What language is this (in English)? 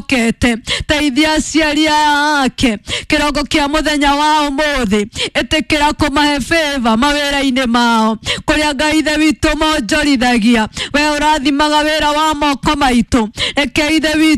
Kikuyu